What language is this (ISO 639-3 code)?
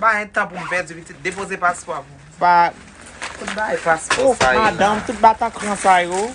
hat